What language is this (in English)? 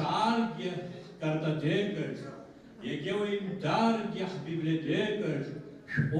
Abkhazian